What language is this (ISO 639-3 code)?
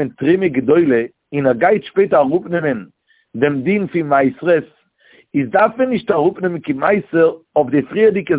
yid